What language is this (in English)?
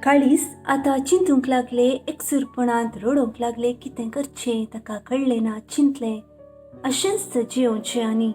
Konkani